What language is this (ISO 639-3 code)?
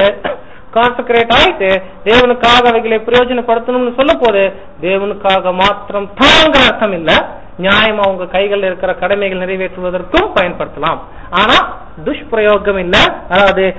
tam